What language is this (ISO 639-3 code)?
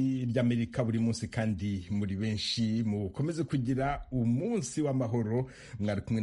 kin